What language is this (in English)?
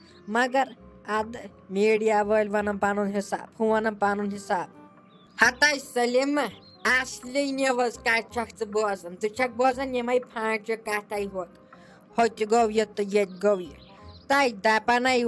Kashmiri